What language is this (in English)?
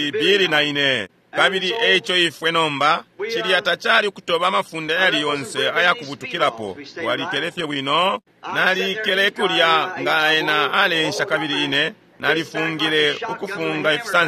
Bemba